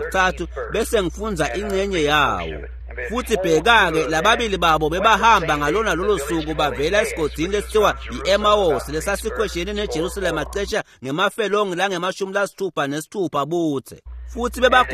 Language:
Swati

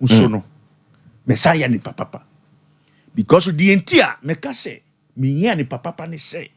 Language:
Akan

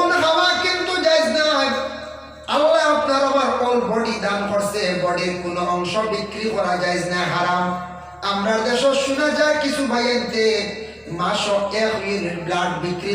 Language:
Sylheti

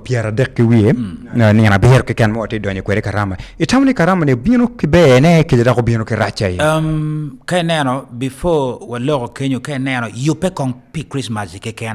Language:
Acoli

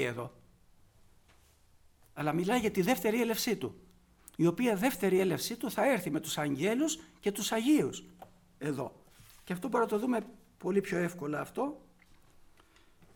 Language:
Greek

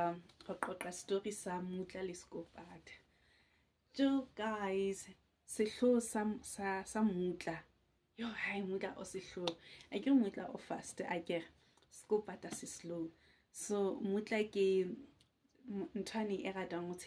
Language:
Southern Sotho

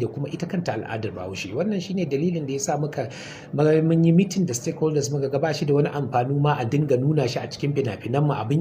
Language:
Hausa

